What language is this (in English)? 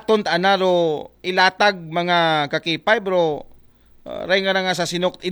Aklanon